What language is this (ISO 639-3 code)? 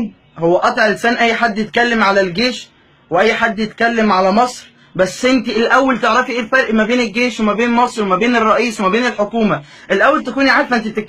arz